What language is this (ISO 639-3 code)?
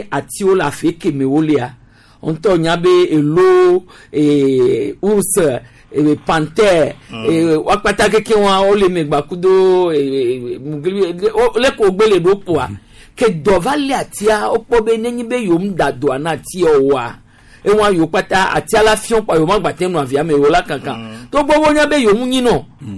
gej